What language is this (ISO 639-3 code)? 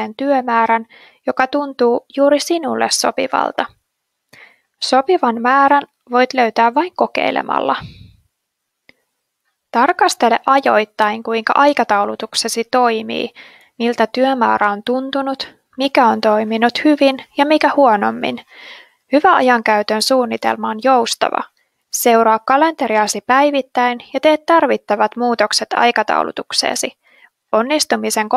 fin